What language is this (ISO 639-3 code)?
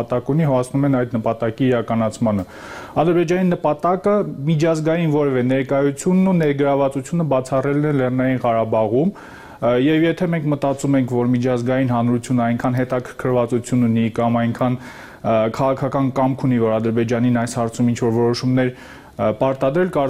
hye